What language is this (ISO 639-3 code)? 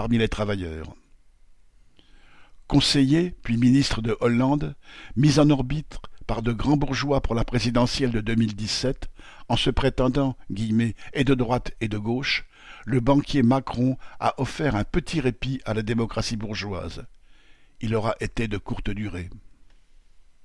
fra